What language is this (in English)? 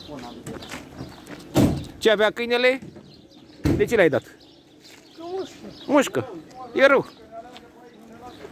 Romanian